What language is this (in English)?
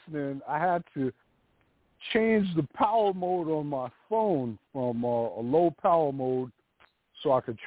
English